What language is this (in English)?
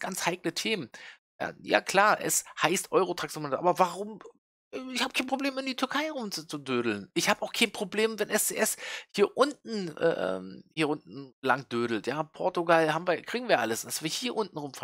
German